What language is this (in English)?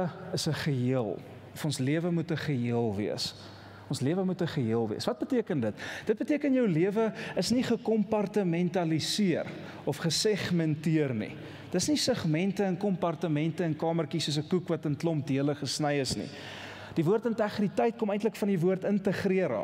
Afrikaans